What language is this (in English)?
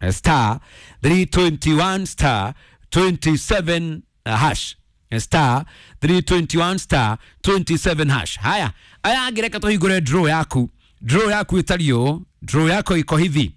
Kikuyu